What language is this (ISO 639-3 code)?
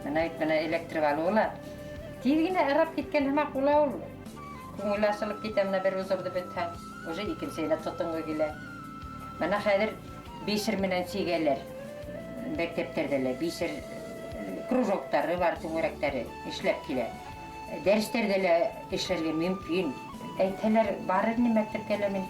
bak